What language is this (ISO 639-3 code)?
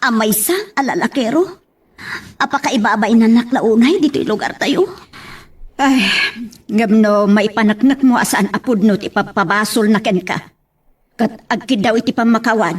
ilo